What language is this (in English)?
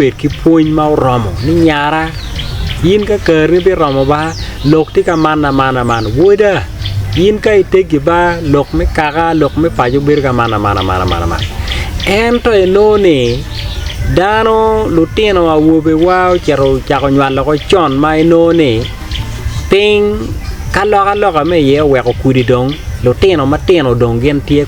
Acoli